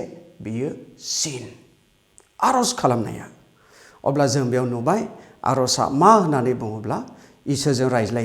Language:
Bodo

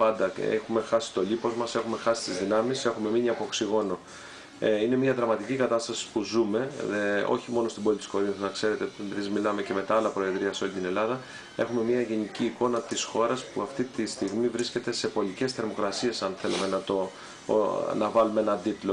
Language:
Greek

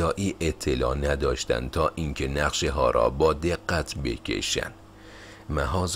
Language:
Persian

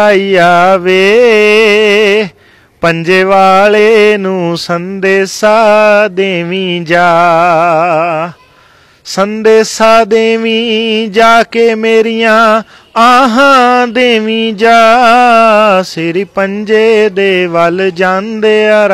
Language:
Punjabi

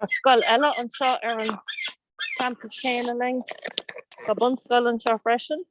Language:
Irish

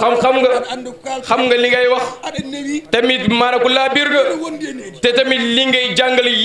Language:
Fula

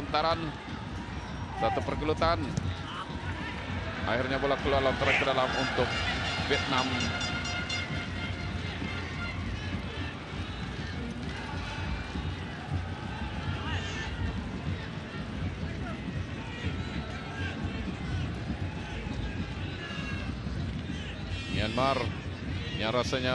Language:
Malay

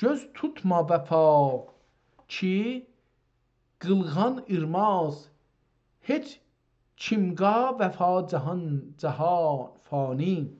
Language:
South Azerbaijani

